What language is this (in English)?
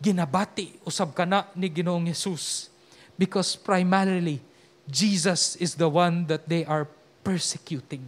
Cebuano